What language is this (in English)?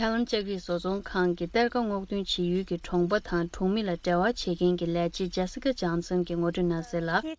Tibetan